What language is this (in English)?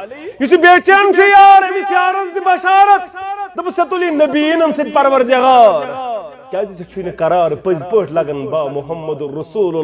Kashmiri